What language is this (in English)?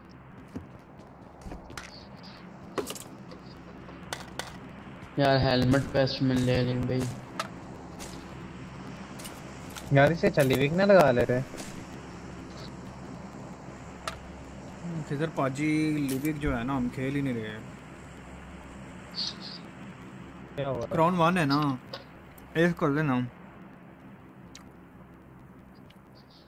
Hindi